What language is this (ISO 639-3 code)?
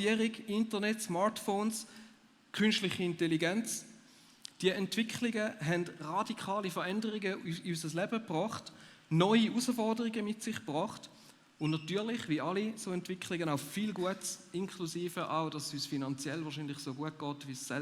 gsw